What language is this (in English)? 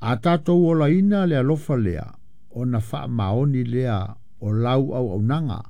Samoan